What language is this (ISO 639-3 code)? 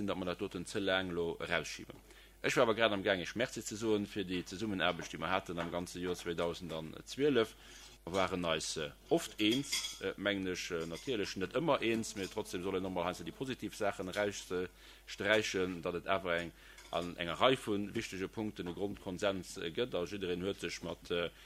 ltz